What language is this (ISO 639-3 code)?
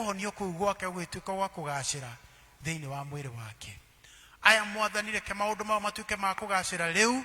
kik